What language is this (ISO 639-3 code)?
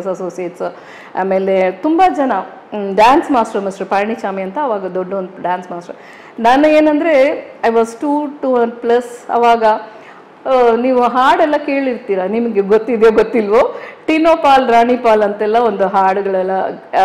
kan